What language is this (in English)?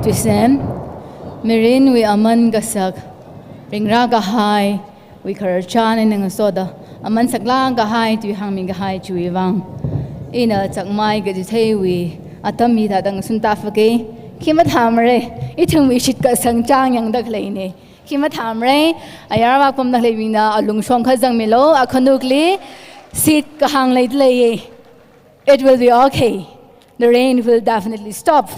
Tangkhul Naga (India)